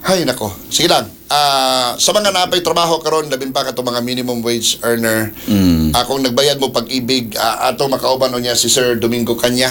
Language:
Cebuano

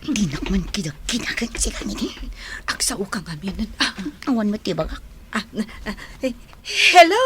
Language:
Iloko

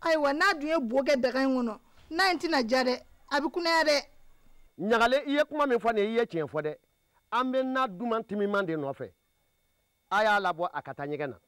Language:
Bambara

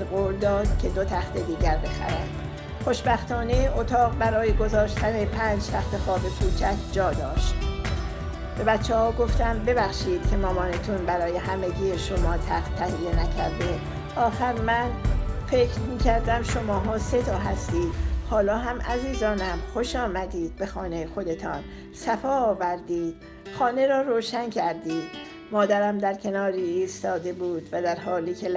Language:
Persian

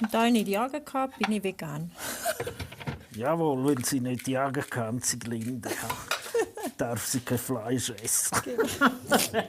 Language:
Swiss German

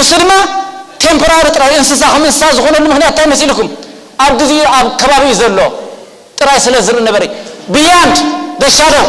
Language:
Tigrinya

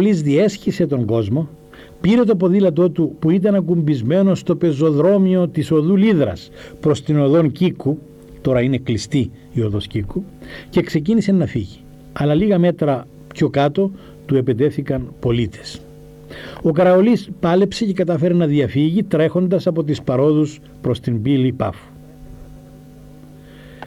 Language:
Greek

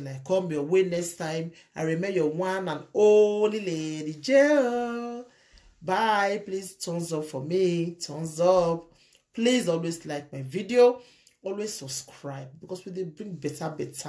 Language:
Nigerian Pidgin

